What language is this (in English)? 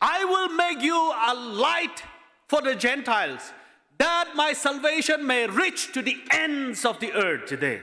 Tangkhul Naga (India)